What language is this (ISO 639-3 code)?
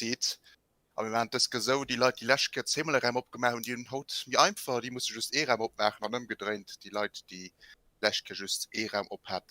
ltz